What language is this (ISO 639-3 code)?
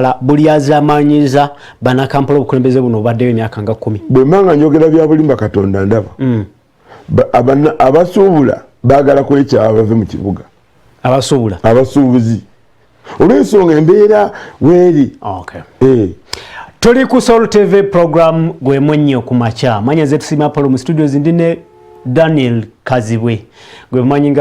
lug